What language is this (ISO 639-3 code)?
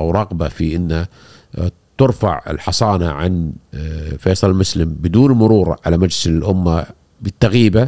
afb